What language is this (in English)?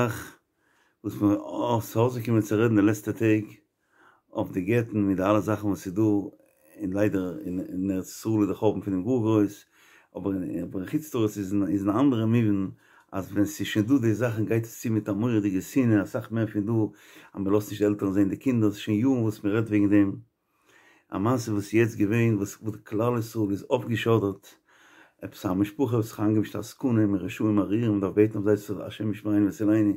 Yiddish